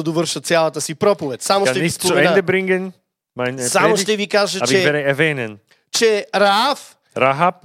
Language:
Bulgarian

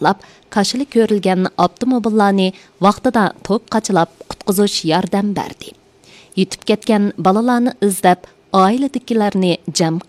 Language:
Uyghur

